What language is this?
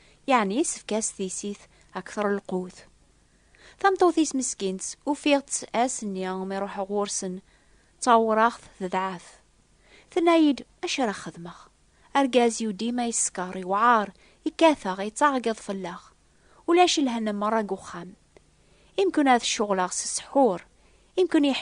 Kabyle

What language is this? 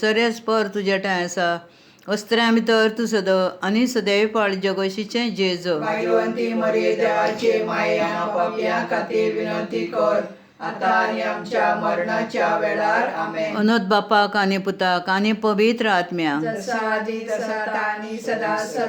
Konkani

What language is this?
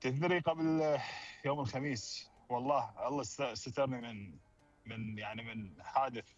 Mesopotamian Arabic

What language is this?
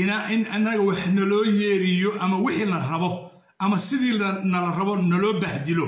Somali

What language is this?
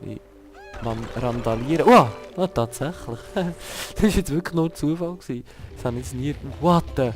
Swiss German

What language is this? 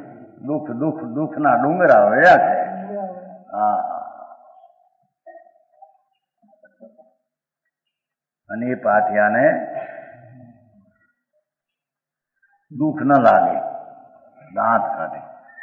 Gujarati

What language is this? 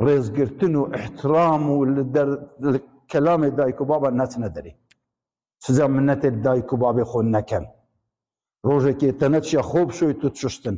Kurdish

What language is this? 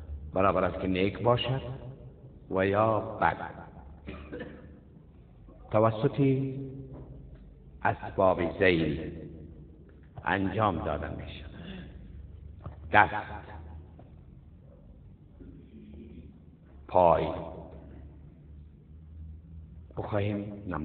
Persian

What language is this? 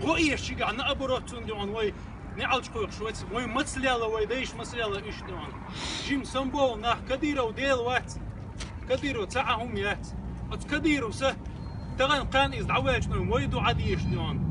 Chechen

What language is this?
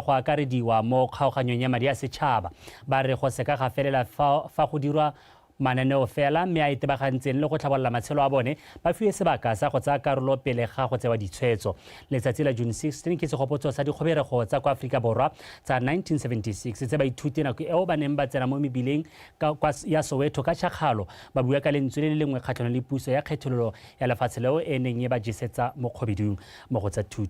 Tswana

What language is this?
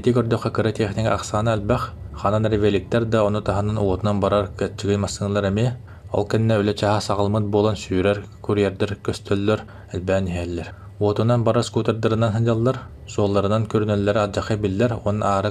Yakut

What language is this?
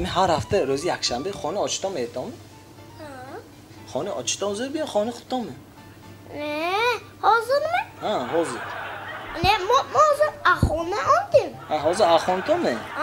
Tajik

